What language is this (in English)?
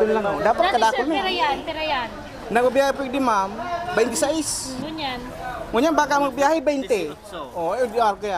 Bikol